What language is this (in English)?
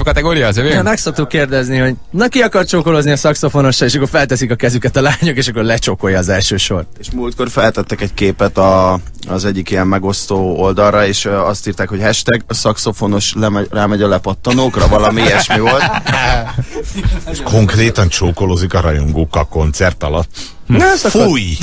Hungarian